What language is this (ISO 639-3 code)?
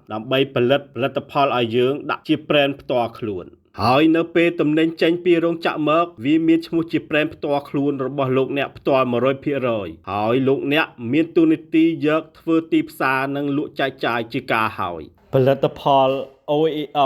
khm